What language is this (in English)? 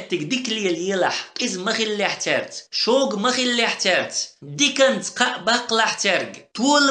Chechen